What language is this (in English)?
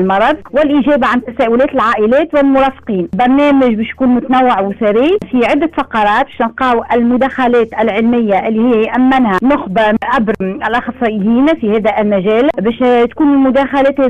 Tunisian Arabic